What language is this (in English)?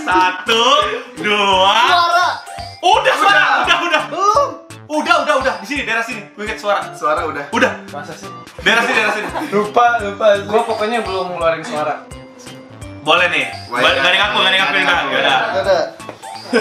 Indonesian